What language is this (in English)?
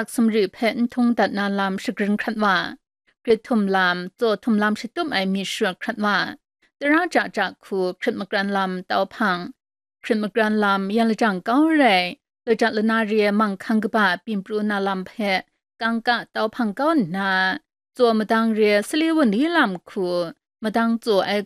Kachin